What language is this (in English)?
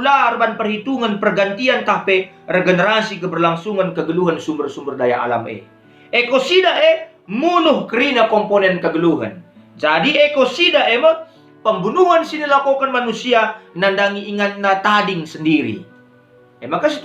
Batak Karo